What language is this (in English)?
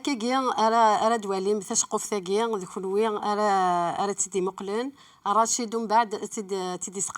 Kabyle